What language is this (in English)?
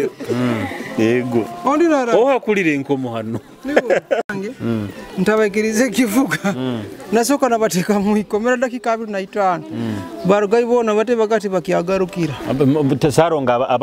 Nyoro